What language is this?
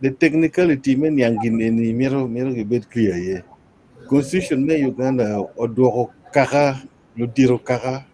Acoli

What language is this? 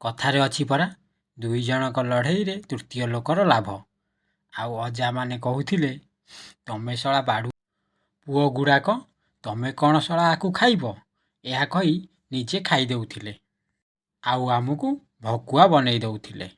Odia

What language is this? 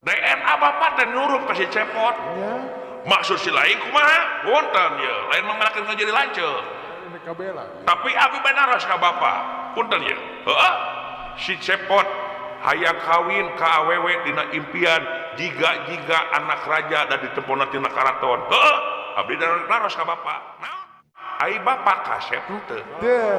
Sundanese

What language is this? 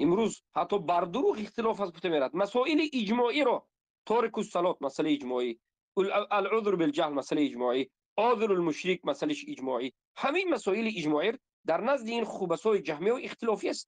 Tajik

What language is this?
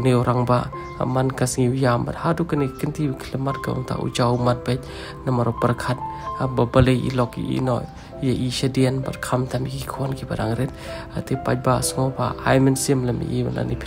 Khasi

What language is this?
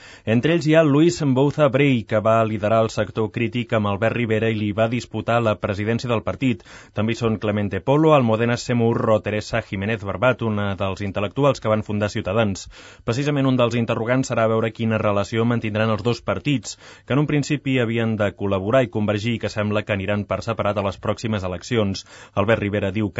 Catalan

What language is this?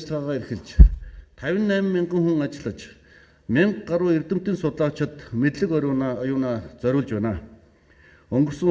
Mongolian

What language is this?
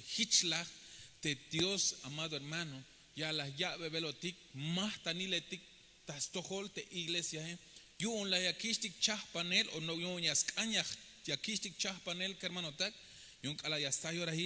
Tzeltal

